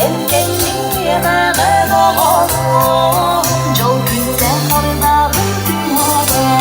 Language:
Yakut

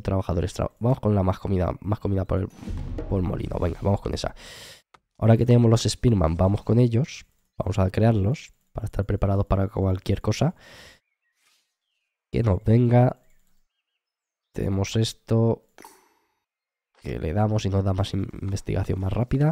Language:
Spanish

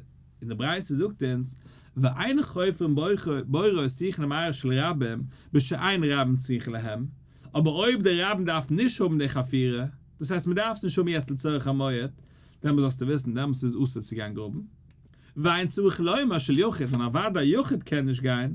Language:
Yiddish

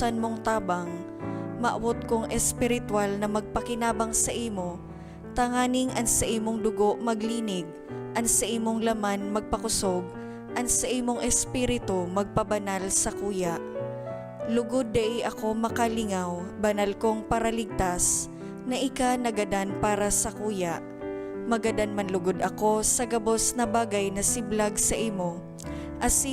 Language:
Bikol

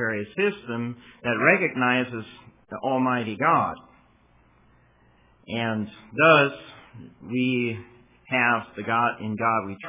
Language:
English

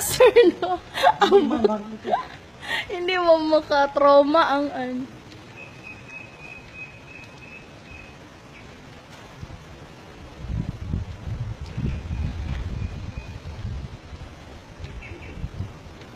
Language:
Filipino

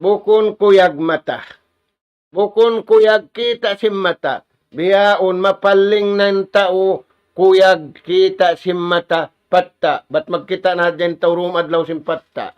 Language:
Tausug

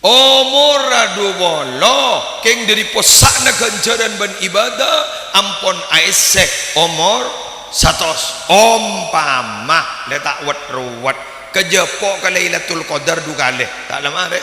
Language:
Madurese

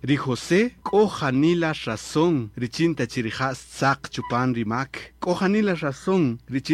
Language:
Kaqchikel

